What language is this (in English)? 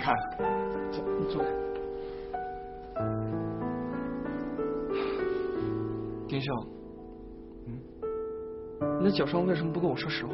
Chinese